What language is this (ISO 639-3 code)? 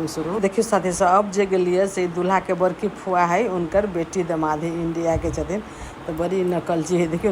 mai